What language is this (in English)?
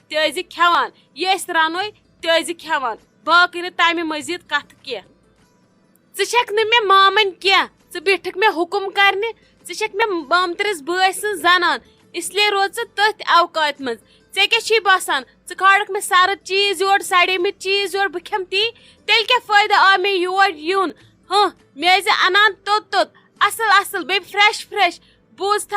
Kashmiri